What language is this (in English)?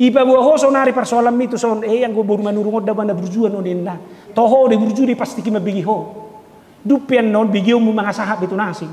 Batak Toba